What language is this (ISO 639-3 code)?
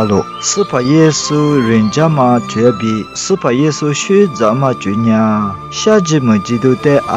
lis